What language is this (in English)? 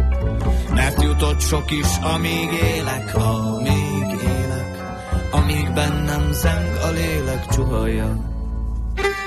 Hungarian